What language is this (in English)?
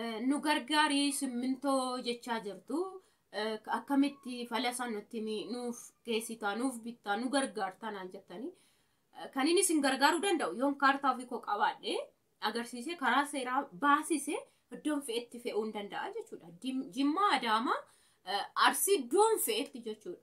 Oromo